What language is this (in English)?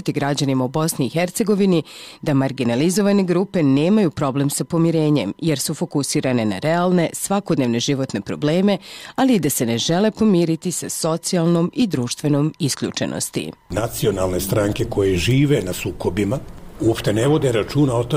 Croatian